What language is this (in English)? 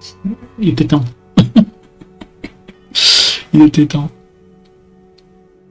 French